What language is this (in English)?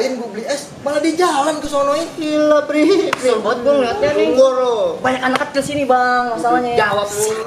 Betawi